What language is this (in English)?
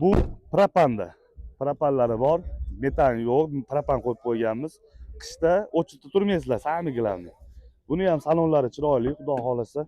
Uzbek